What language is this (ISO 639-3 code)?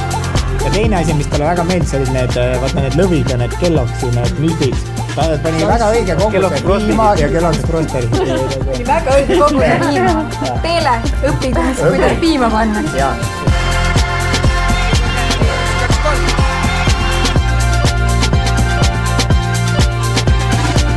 est